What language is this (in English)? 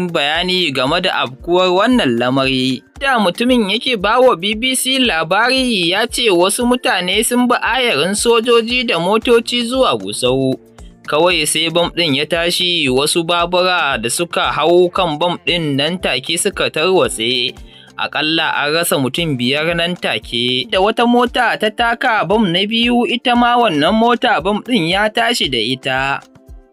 Hausa